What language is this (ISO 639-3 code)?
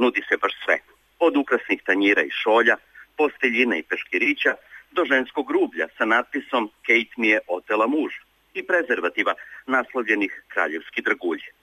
srp